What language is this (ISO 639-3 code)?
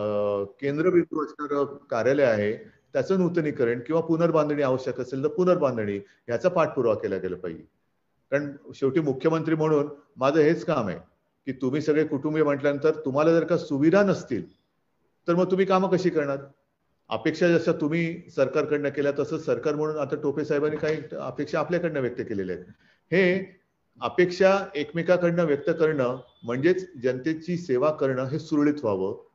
mar